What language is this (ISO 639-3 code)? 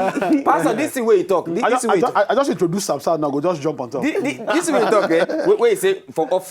pcm